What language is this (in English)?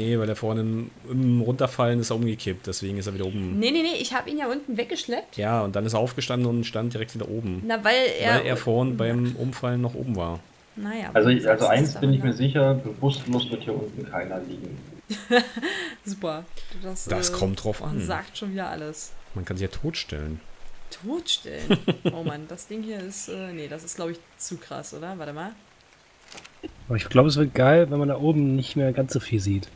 German